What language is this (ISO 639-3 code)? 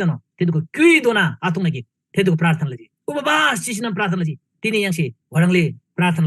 taj